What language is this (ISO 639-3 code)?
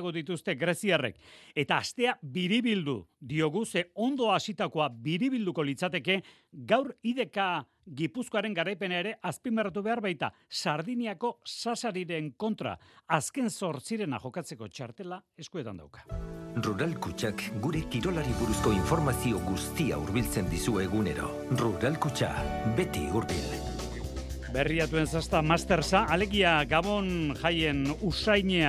eus